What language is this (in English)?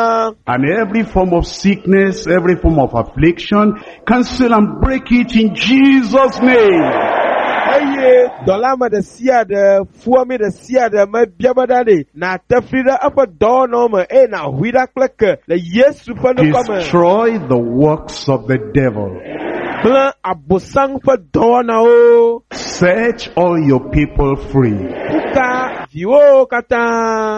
Ewe